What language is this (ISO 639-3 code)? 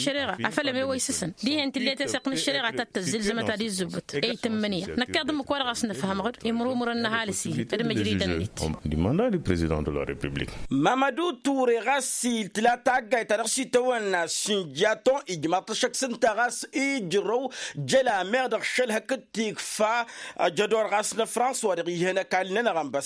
taq